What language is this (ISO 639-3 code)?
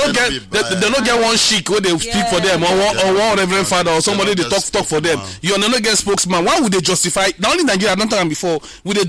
pcm